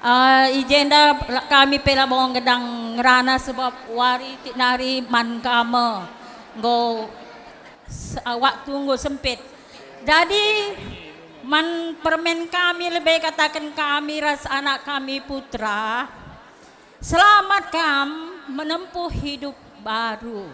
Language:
Batak Karo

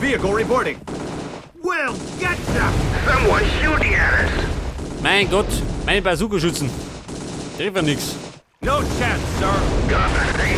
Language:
Bavarian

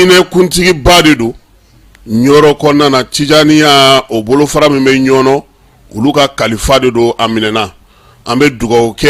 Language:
Bambara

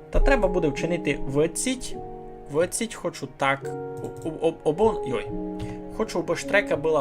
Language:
Rusyn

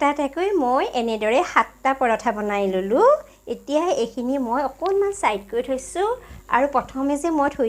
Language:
Assamese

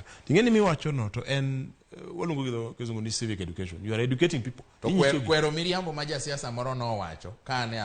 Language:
Luo (Kenya and Tanzania)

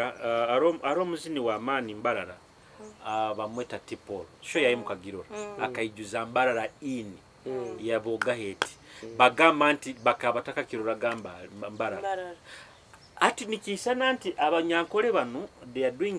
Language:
Nyoro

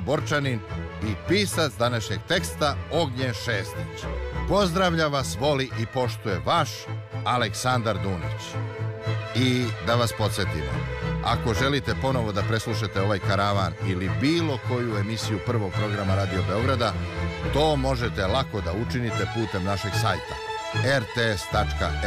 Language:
Serbian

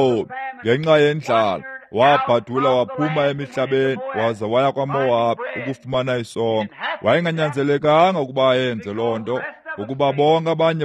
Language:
Xhosa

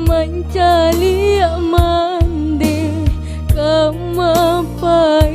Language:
Minangkabau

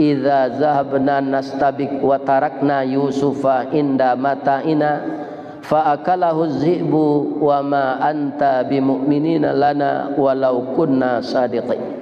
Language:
Minangkabau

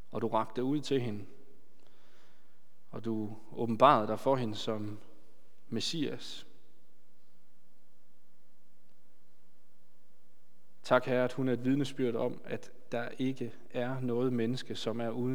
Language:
Danish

